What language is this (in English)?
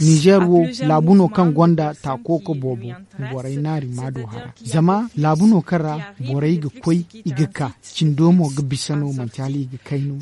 Zarma